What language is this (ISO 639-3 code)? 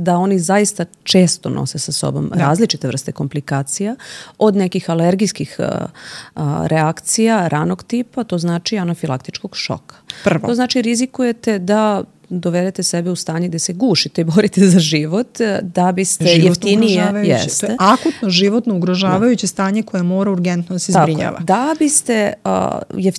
srp